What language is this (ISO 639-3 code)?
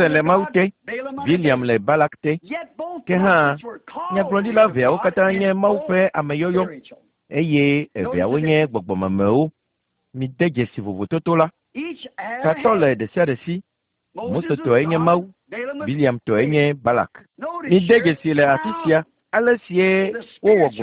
ewe